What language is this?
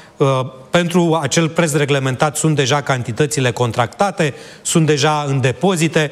Romanian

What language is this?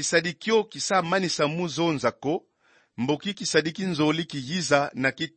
Kongo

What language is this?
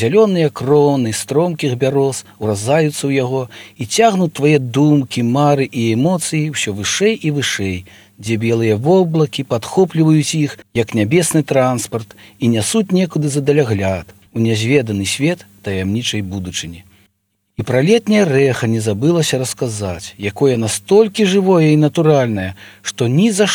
Belarusian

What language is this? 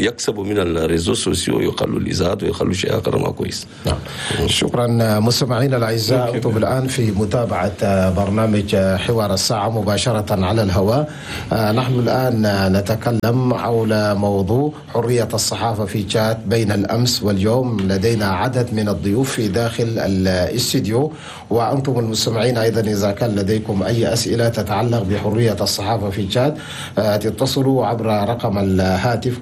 Chadian Arabic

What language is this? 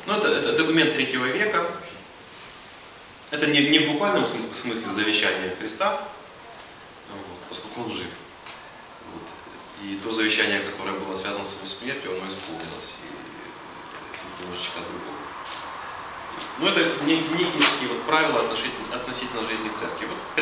Russian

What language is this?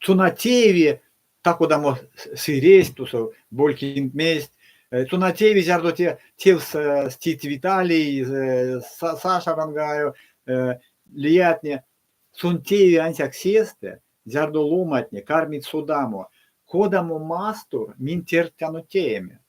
Erzya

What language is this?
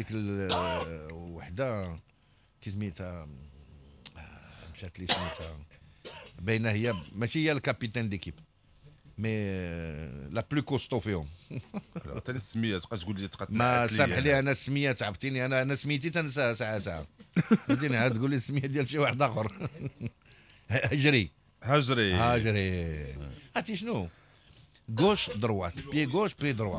Moroccan Arabic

